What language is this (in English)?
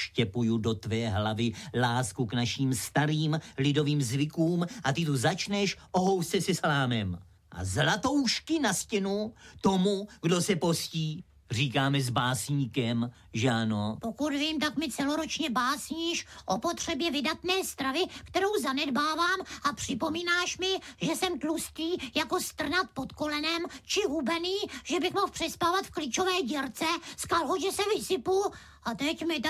Czech